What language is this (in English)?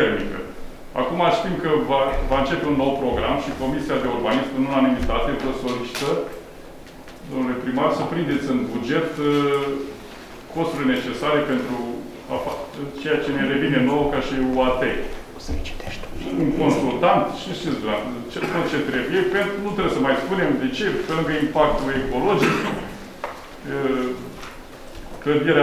Romanian